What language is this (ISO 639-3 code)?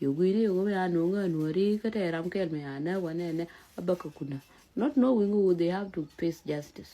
nus